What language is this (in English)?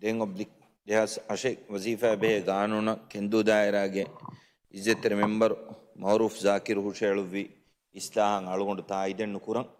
Divehi